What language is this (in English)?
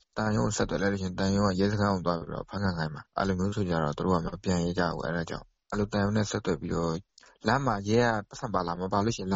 Burmese